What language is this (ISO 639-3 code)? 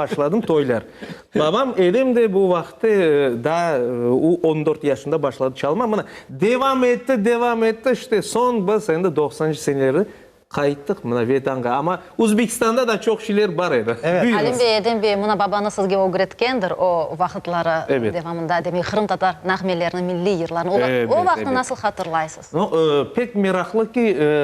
crh